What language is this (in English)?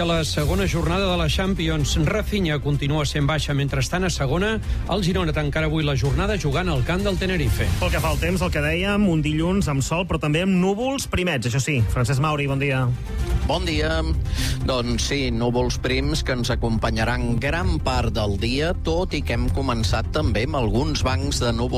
Catalan